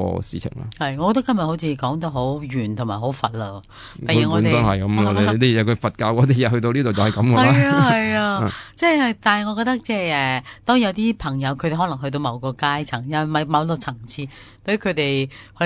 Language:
Cantonese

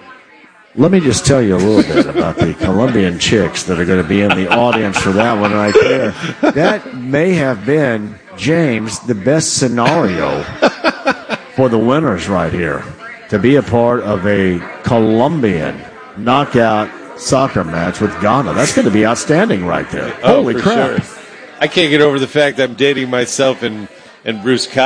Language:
English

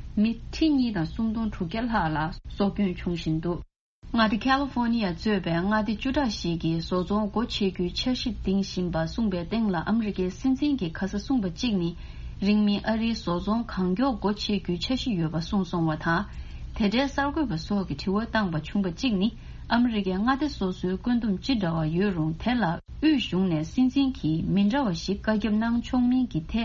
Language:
Tibetan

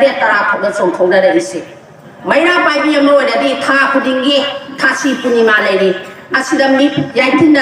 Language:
Manipuri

